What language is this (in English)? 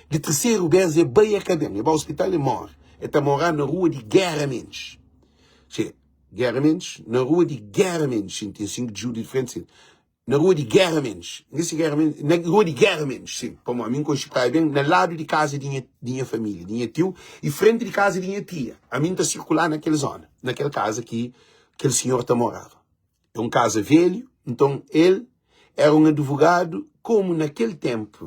Kabuverdianu